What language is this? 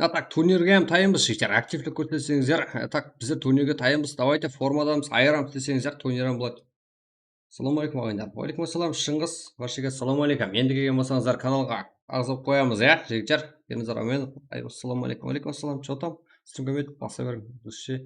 Kara-Kalpak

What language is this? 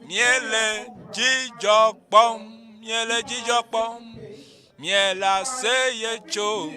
Ewe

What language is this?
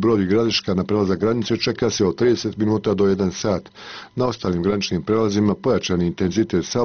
Bosnian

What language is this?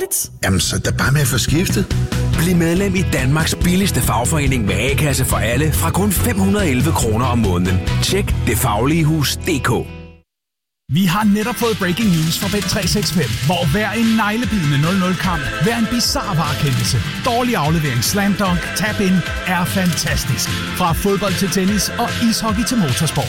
Danish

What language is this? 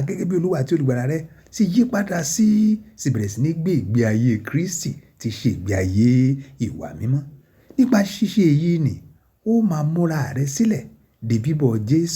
Yoruba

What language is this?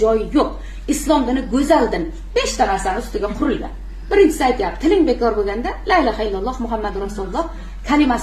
Uzbek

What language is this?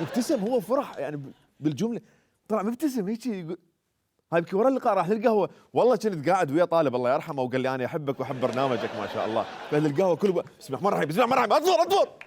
Mesopotamian Arabic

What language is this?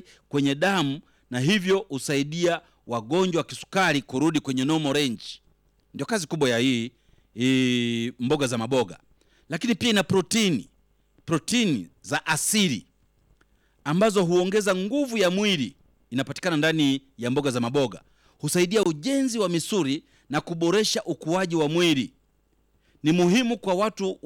Swahili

